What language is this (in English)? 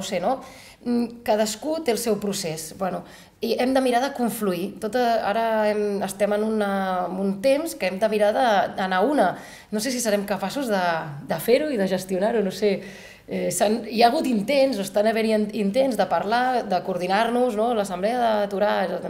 Catalan